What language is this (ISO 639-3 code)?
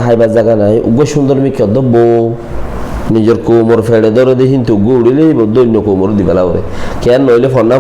rhg